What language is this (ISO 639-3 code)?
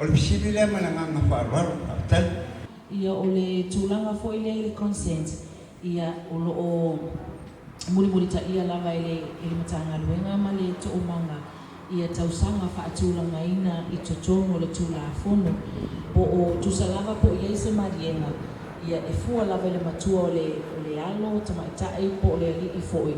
smo